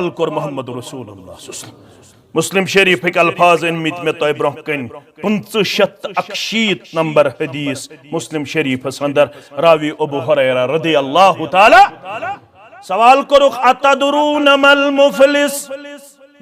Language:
Kashmiri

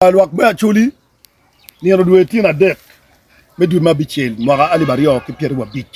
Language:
Acoli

